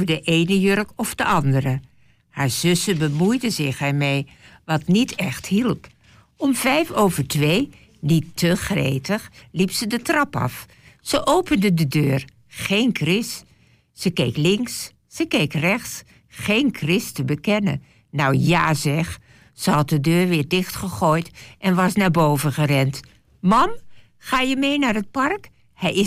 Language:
Dutch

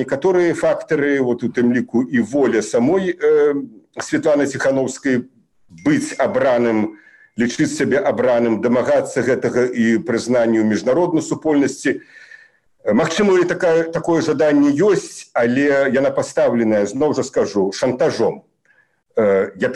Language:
Belarusian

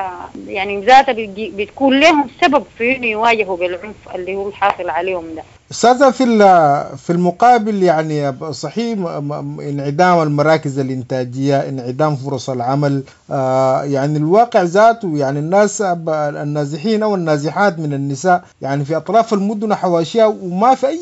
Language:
Sudanese Arabic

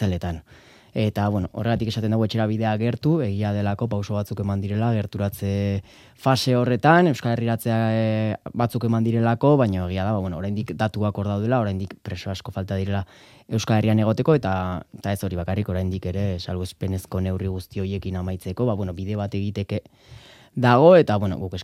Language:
Basque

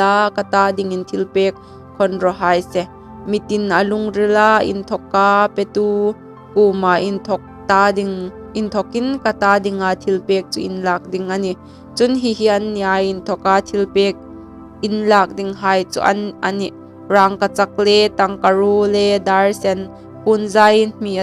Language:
Hmar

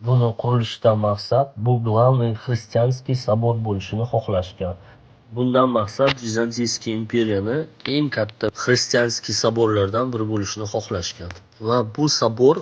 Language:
Uzbek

